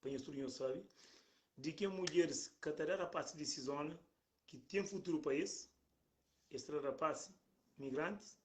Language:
Kabuverdianu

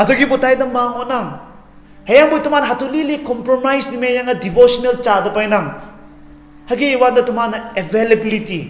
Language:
Konyak Naga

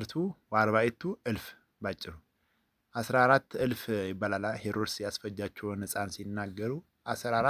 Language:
Amharic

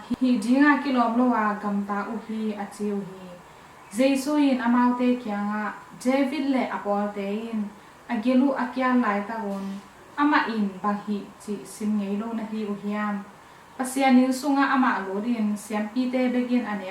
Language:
Tedim Chin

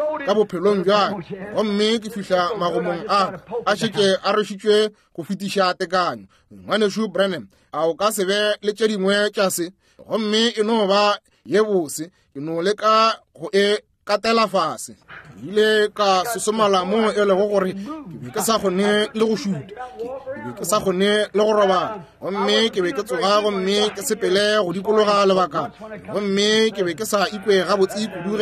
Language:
Northern Sotho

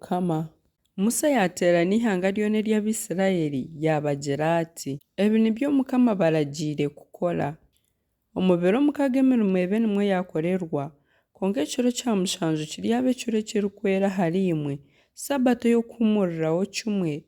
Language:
Nyankole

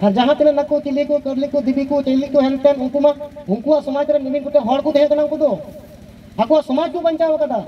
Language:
Santali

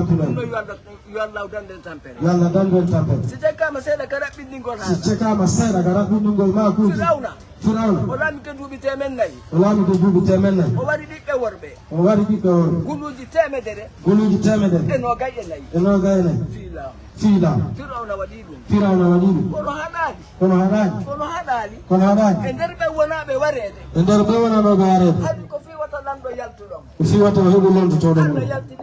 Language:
Fula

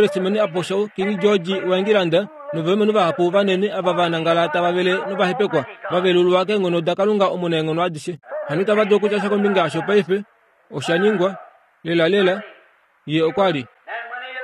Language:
Kuanyama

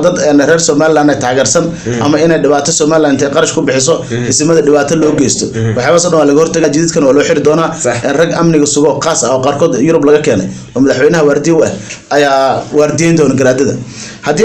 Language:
Somali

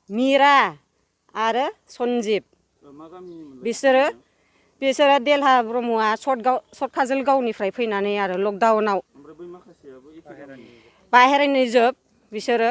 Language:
Bodo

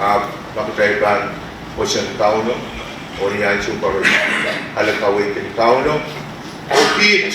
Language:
Pohnpeian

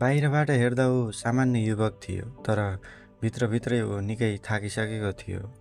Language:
Nepali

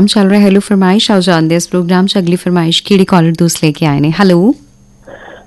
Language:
Punjabi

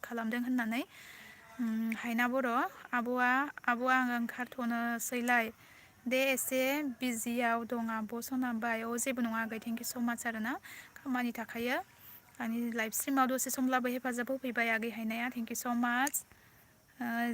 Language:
Bodo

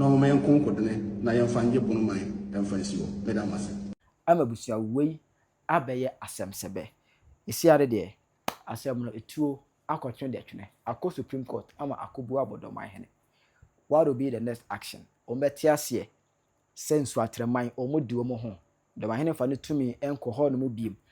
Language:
Akan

